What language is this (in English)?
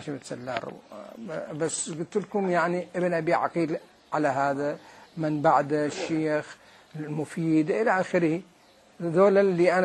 Mesopotamian Arabic